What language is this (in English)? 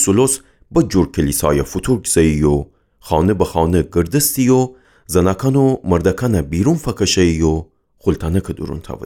Gilaki